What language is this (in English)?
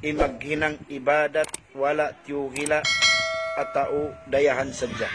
Tausug